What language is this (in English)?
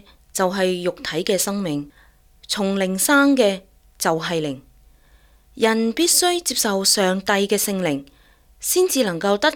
Cantonese